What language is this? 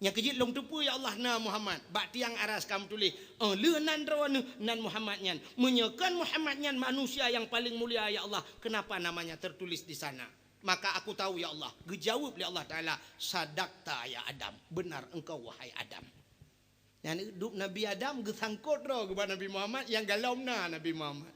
Achinese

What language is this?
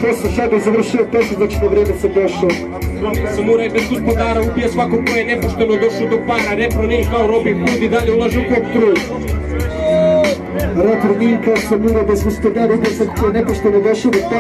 Serbian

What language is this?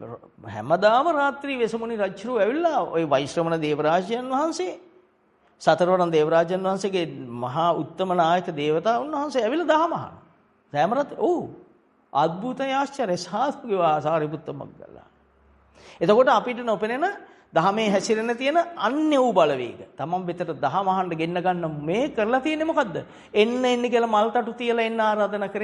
Sinhala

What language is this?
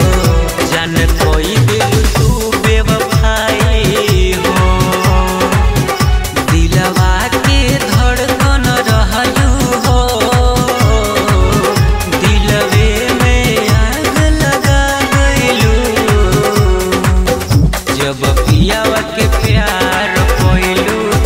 Bhojpuri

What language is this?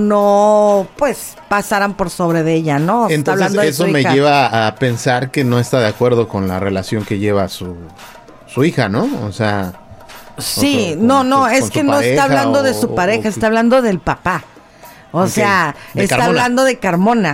Spanish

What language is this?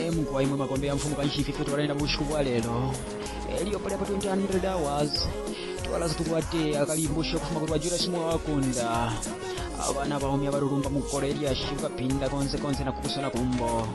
Bemba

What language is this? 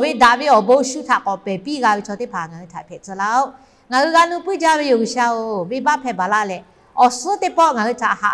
Lahu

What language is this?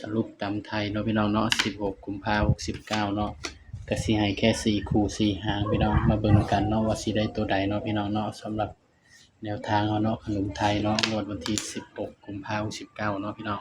Northeastern Thai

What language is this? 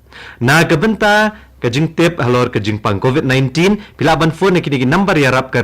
Khasi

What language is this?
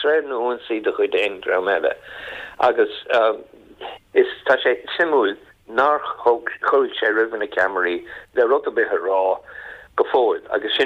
Irish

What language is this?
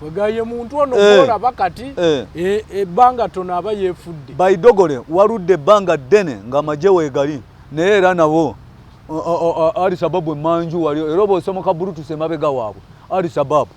Ganda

